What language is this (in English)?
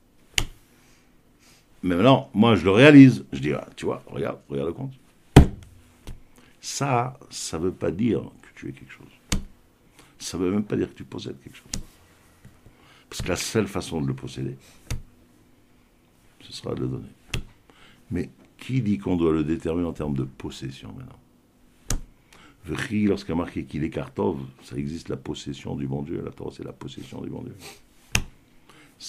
French